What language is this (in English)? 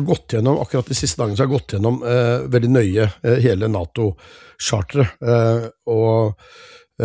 Norwegian